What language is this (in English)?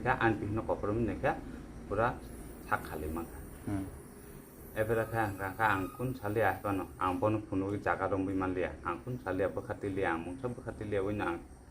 Kok Borok